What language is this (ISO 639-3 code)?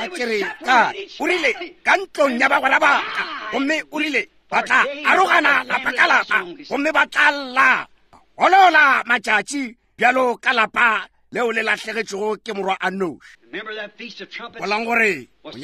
nso